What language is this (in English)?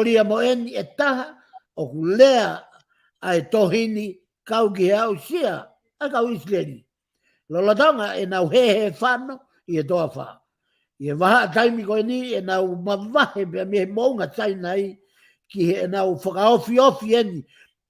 Tongan